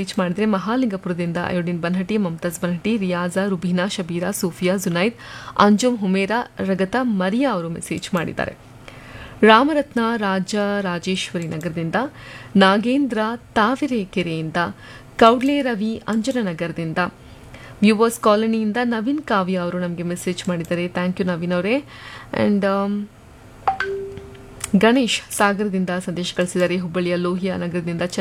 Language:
Kannada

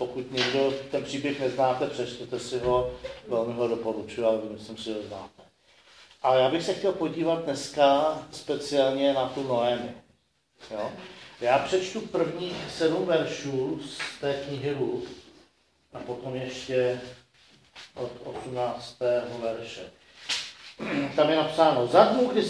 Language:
Czech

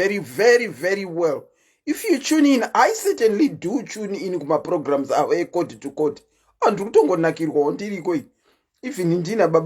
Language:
Shona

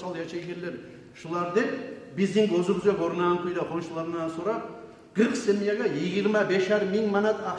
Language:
Kumyk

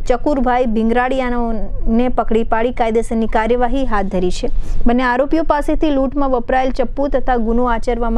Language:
Gujarati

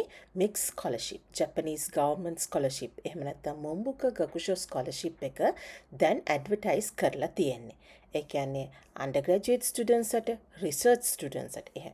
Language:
Sinhala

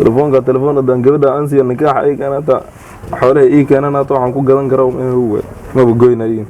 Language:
Somali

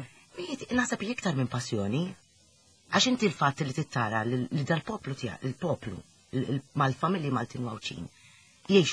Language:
Maltese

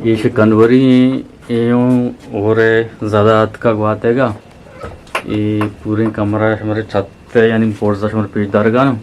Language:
Eastern Balochi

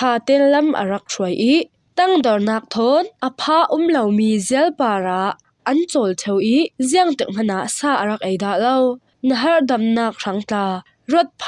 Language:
Falam Chin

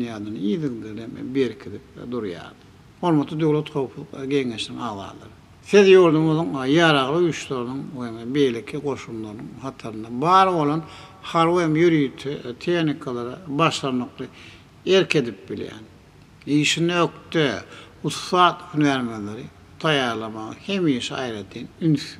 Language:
Turkmen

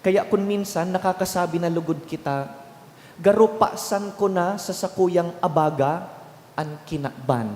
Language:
Bikol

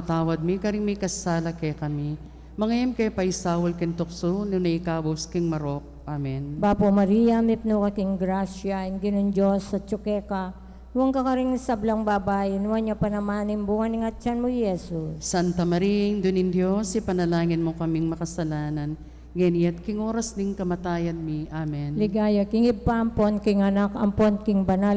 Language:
Pampanga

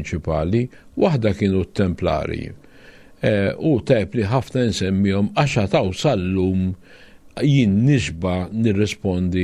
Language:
Maltese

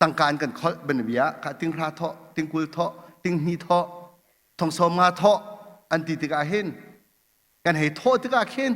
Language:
Hakha Chin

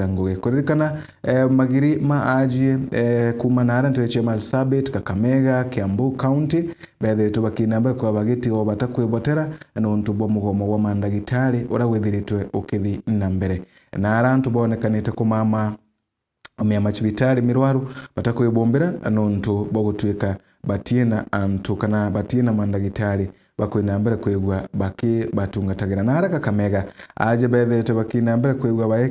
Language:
Meru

